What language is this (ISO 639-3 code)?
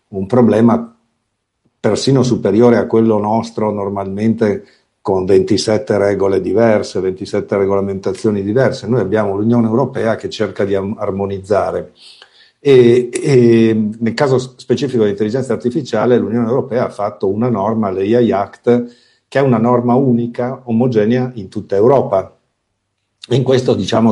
ita